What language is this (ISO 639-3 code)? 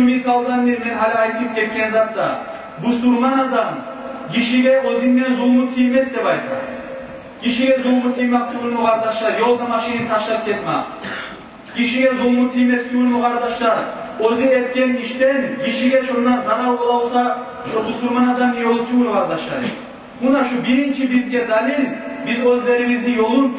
kum